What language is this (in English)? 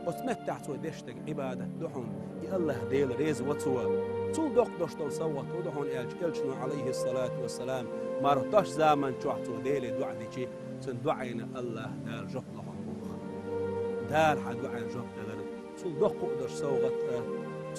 Chechen